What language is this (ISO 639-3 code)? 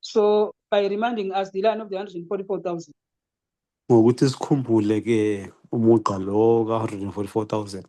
zul